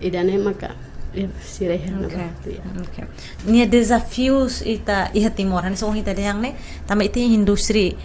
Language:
Tetum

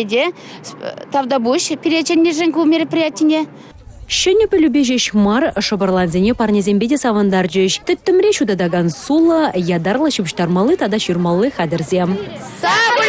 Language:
Chuvash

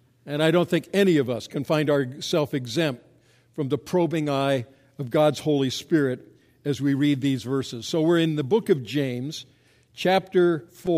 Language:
English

